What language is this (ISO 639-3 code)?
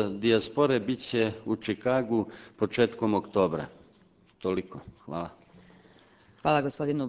srp